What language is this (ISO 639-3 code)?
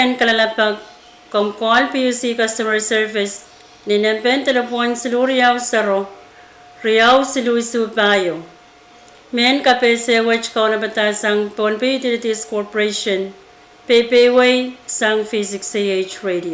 pon